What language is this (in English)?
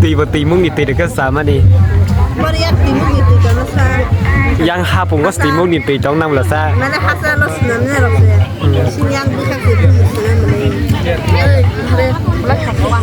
Kok Borok